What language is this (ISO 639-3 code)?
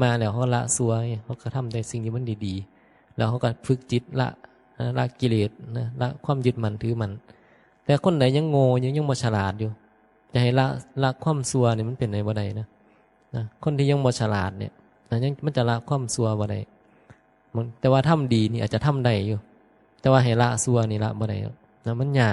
tts